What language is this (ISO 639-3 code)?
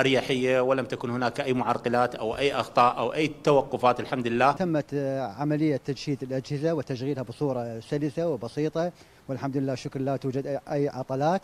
acm